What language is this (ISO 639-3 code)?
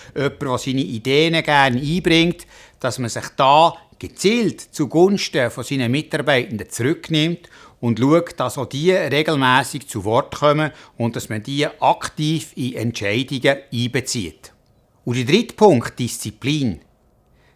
gsw